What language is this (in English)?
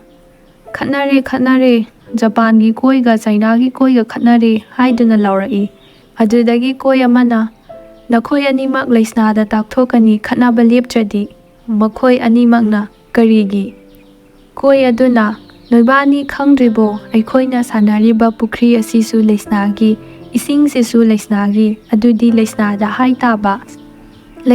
Manipuri